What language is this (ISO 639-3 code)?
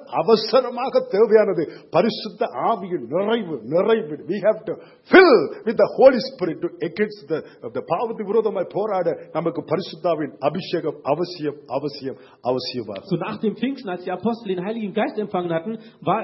tam